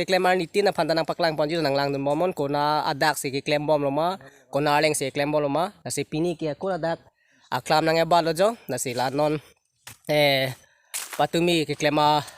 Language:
Karbi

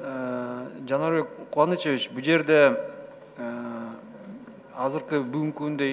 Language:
Kyrgyz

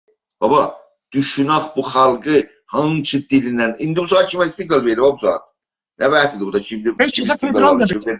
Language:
South Azerbaijani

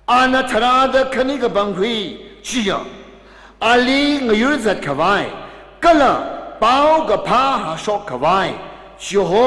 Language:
Tangkhul Naga (India)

